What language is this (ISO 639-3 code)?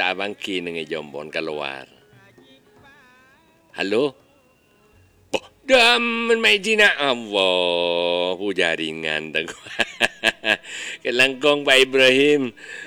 msa